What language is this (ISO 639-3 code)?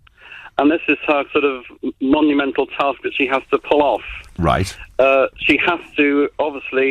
eng